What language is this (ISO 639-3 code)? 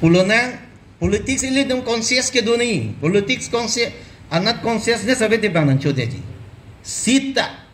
mjw